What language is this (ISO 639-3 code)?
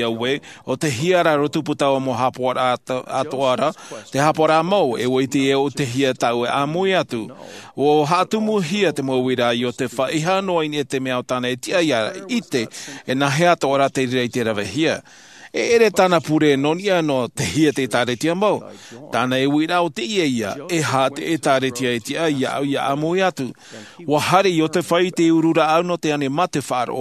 tah